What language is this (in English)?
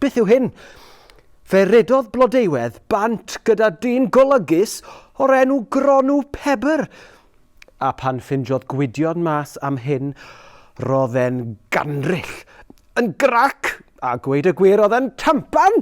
Welsh